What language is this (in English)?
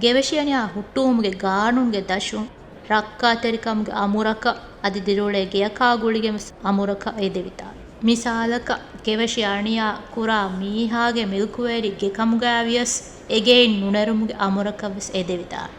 Divehi